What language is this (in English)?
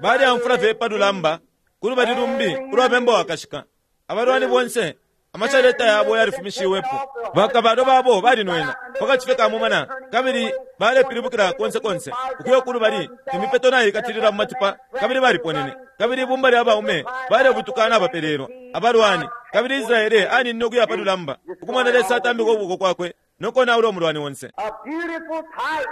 Bemba